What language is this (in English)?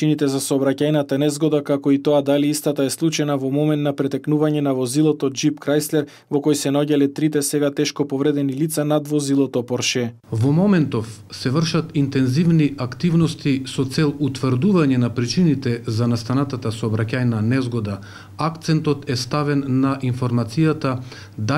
Macedonian